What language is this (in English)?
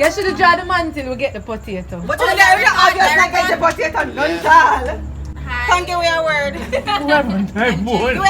Jamaican Creole English